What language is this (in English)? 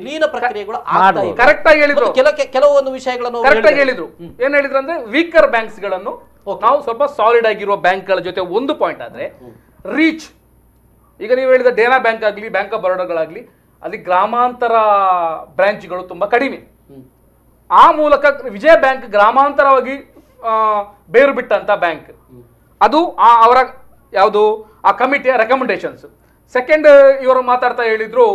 Kannada